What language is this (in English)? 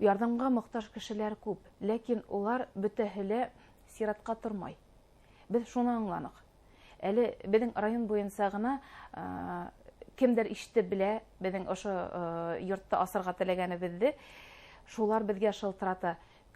Bashkir